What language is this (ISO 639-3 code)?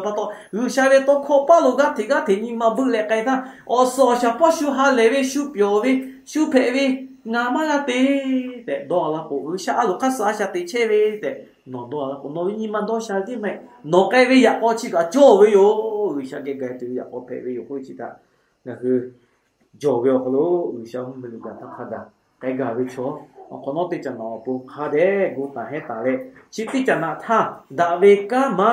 lhu